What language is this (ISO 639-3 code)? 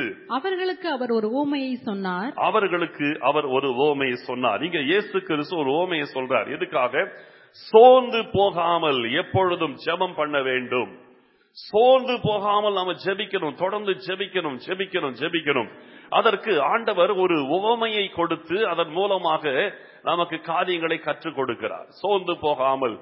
tam